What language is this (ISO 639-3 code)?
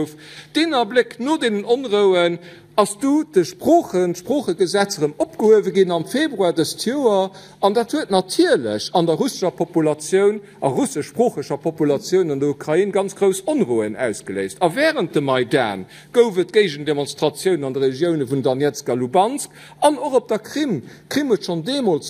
ltz